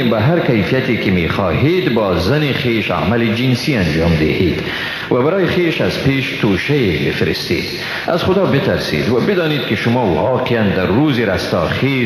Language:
Persian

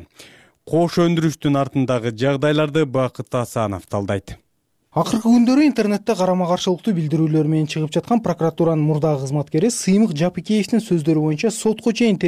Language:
Kyrgyz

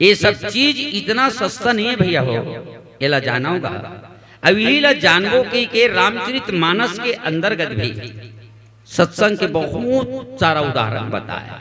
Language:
Chhattisgarhi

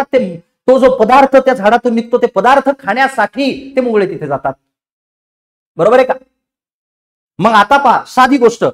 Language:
Marathi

